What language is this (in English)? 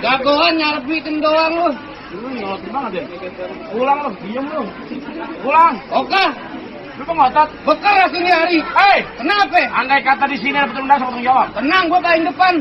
Betawi